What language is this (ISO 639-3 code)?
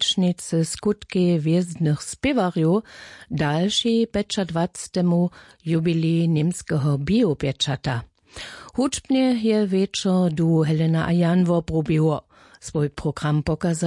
hsb